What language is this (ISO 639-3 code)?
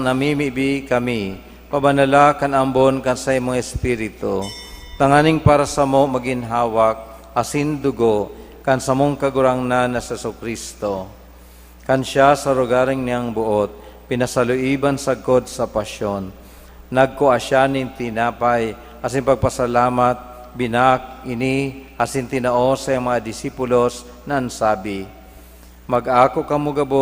bik